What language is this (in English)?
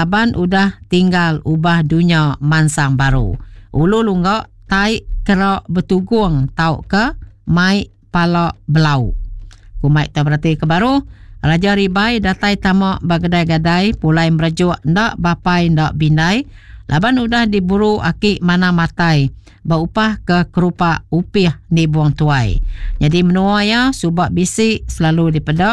Iban